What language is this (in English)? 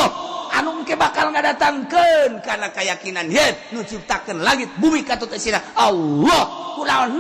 Sundanese